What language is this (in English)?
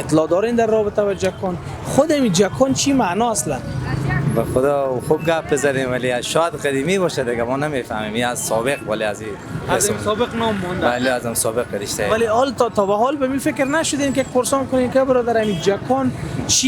Persian